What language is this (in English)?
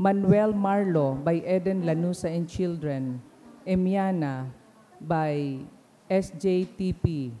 Bikol